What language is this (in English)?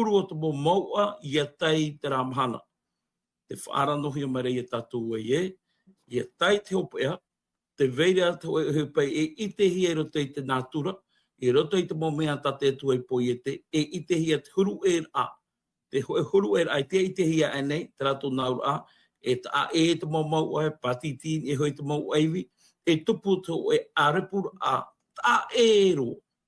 Tahitian